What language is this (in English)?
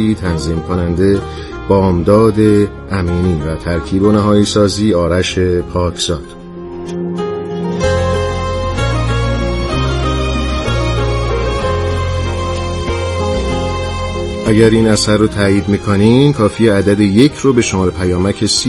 Persian